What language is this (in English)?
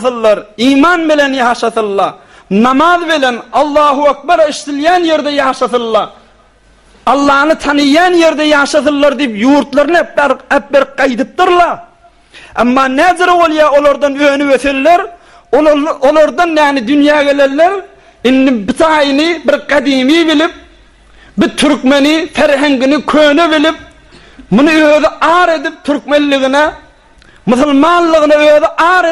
Turkmen